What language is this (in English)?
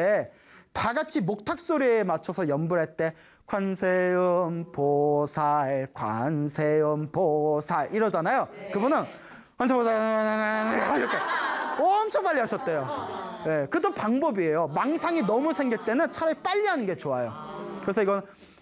Korean